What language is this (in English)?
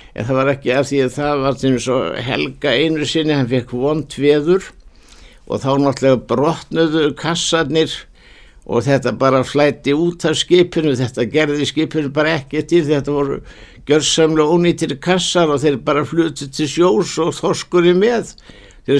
Icelandic